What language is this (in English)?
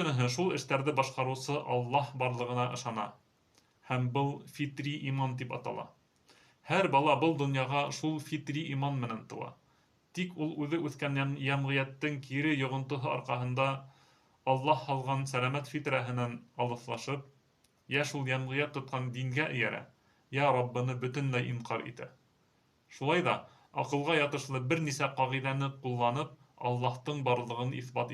Bashkir